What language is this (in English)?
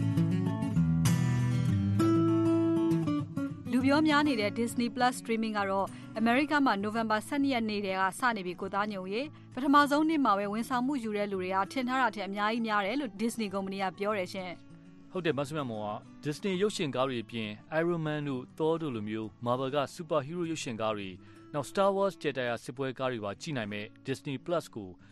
Burmese